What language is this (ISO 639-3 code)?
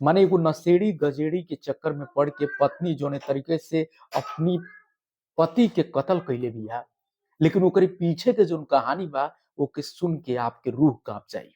bho